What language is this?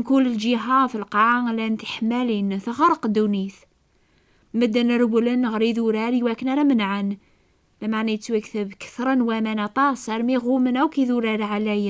Kabyle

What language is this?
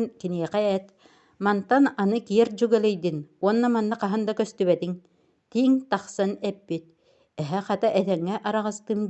Yakut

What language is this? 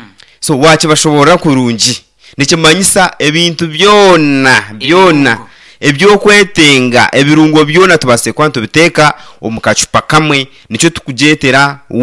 Nyankole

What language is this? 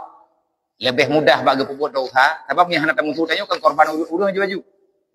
Achinese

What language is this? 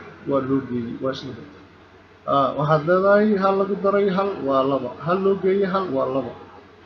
Somali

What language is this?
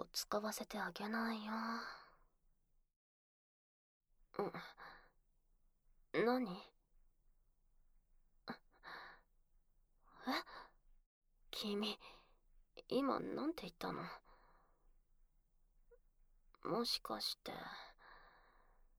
Japanese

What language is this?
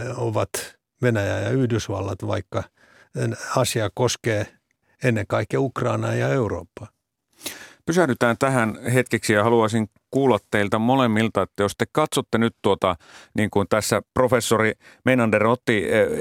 Finnish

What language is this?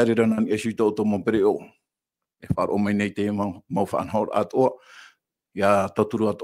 Tahitian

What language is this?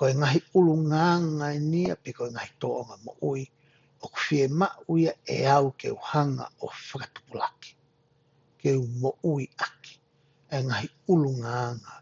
Tongan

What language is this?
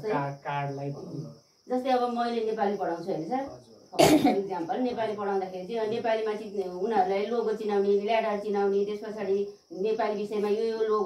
Nepali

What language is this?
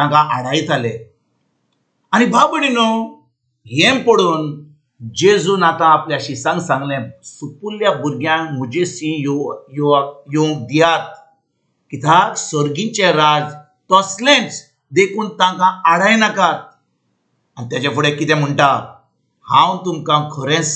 Konkani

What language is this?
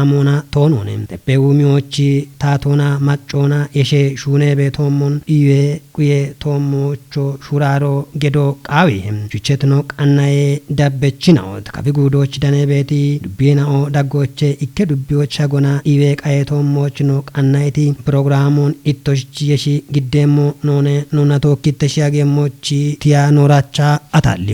Kafa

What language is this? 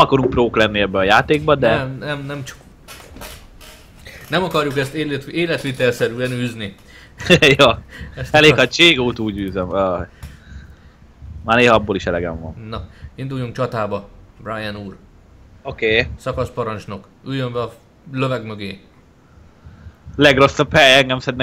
Hungarian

